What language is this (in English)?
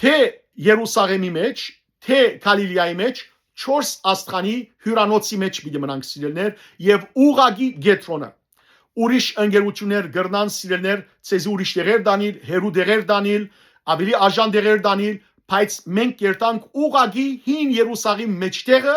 Western Armenian